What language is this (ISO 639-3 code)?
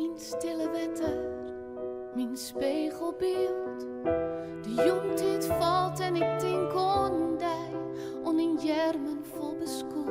fry